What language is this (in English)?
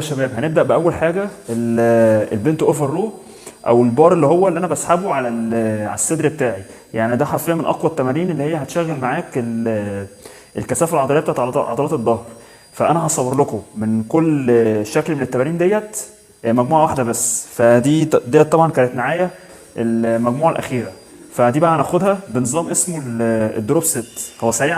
Egyptian Arabic